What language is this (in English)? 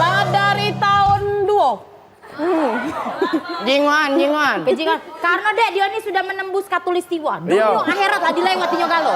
Musi